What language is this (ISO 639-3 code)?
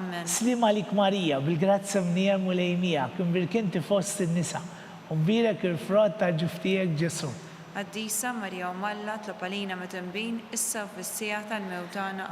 mlt